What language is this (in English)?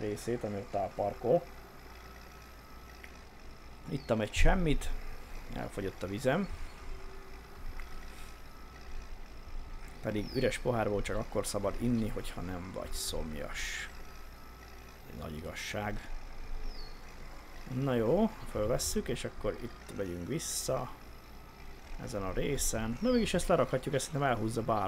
Hungarian